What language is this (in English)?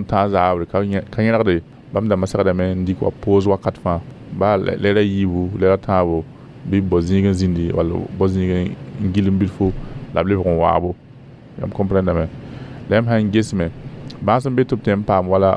Mossi